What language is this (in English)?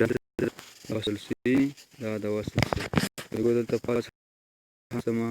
Pashto